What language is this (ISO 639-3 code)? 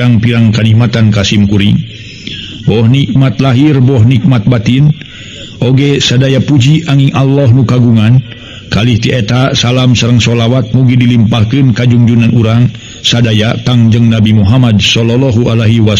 sun